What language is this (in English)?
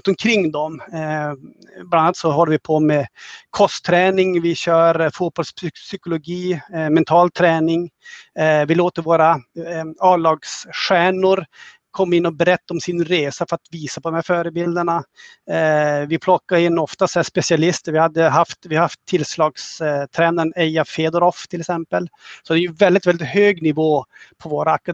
Swedish